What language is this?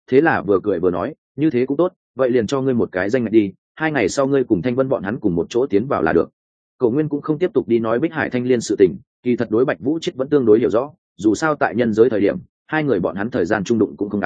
Vietnamese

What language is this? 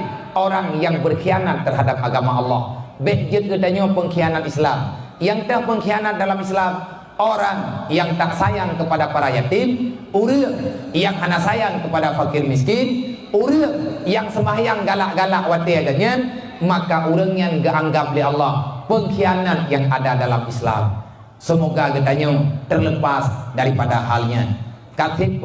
Achinese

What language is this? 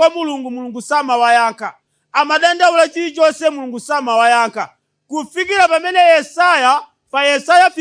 Nyanja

